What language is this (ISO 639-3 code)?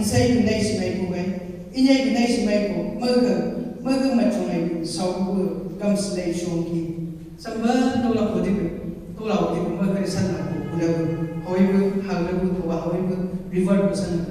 nbc